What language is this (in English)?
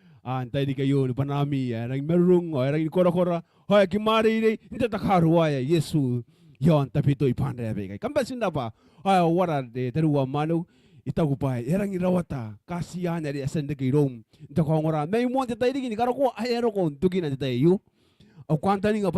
Gilbertese